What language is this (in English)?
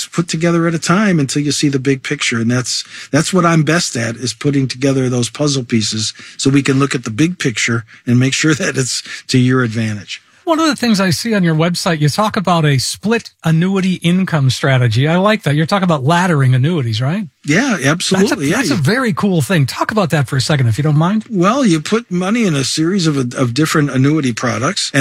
English